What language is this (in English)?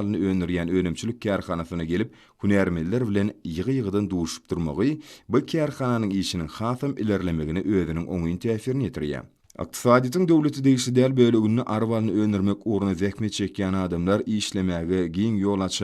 Turkmen